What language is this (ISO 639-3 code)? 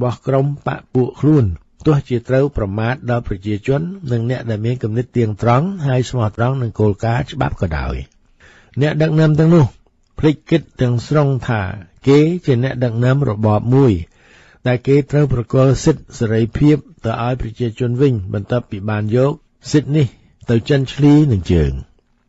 khm